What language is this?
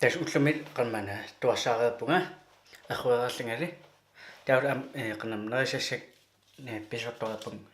Kalaallisut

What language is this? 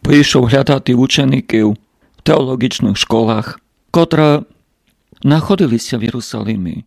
Rusyn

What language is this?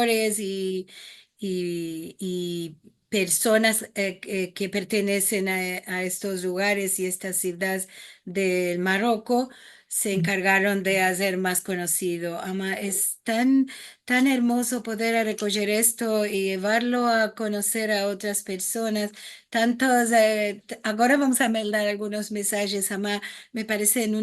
Ladino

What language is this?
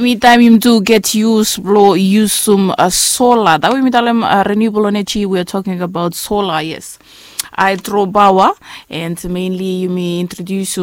Bislama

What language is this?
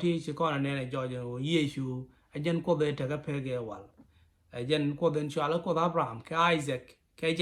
Nuer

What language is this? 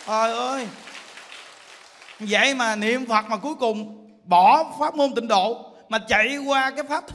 Vietnamese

